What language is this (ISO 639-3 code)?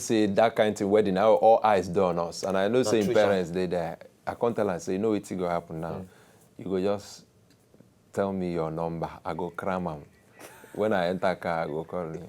pcm